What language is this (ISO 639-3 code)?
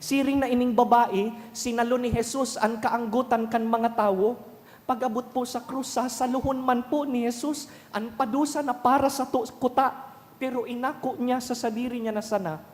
bik